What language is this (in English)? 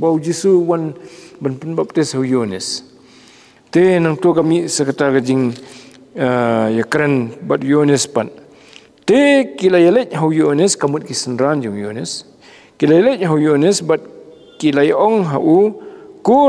Khasi